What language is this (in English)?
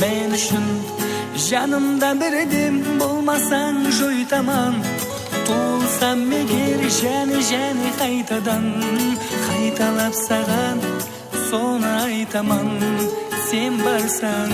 Kara-Kalpak